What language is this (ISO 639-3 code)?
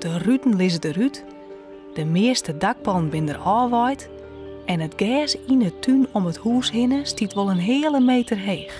fry